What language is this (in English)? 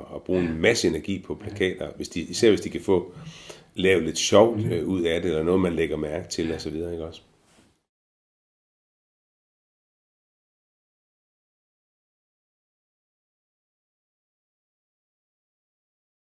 Danish